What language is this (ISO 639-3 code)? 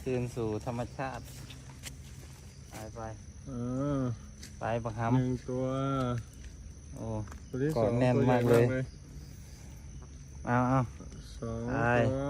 lao